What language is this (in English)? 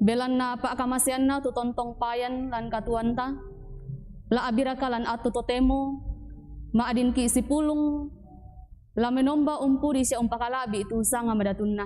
Toraja-Sa'dan